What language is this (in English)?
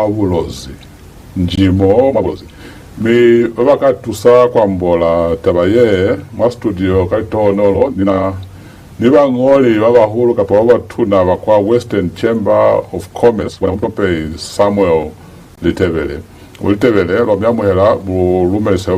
Lozi